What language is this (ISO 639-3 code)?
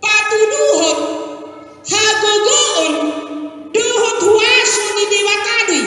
bbc